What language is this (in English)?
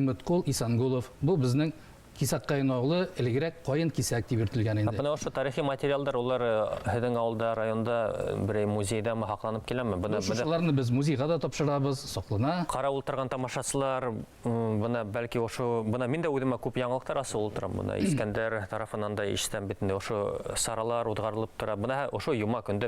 Bashkir